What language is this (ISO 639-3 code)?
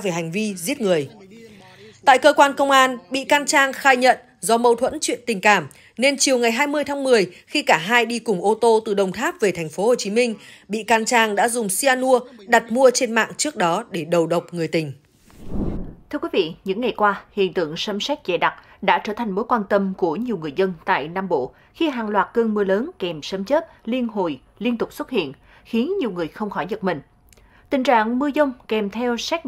vie